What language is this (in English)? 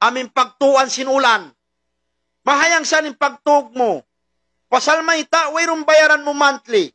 Tausug